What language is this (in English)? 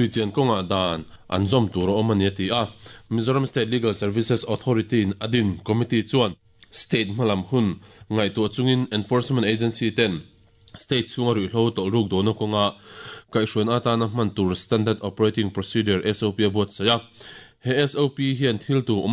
Mizo